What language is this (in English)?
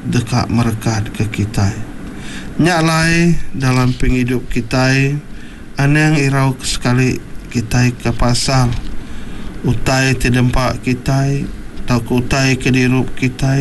Iban